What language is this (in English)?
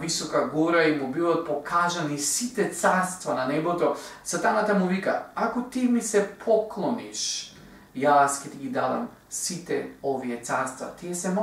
Macedonian